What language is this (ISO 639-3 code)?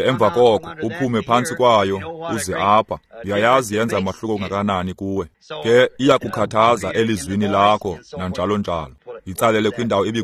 xho